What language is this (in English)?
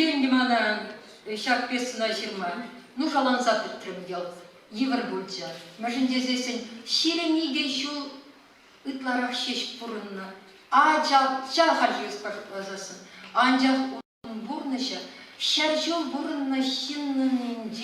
Chuvash